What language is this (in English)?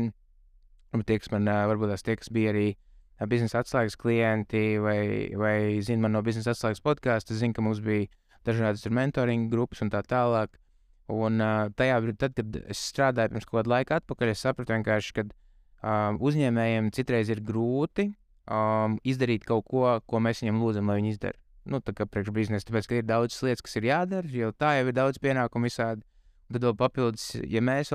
Latvian